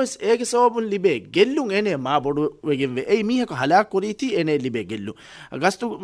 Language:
Divehi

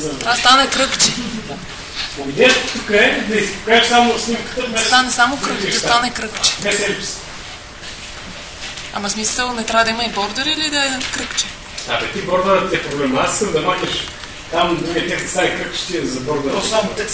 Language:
Bulgarian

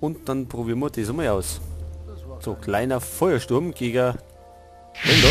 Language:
Bavarian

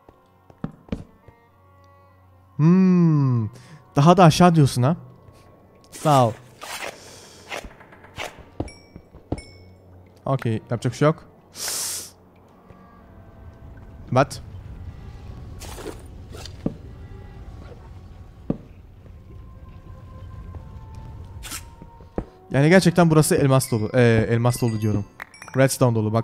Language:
Turkish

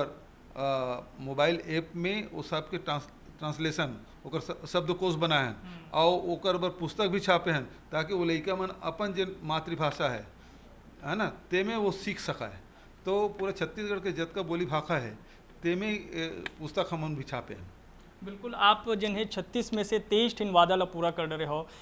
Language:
Chhattisgarhi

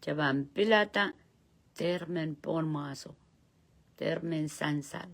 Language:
Pohnpeian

